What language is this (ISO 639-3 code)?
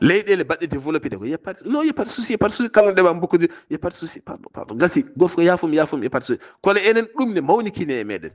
ful